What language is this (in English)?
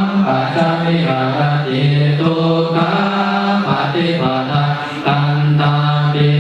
Pali